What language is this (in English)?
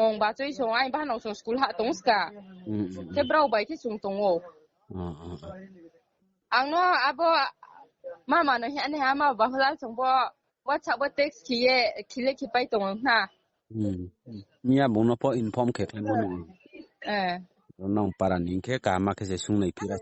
Riang (India)